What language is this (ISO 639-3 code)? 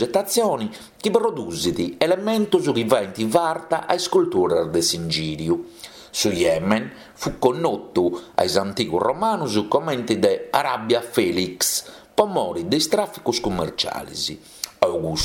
srd